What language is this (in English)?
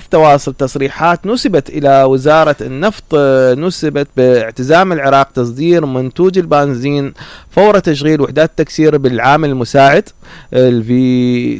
Mesopotamian Arabic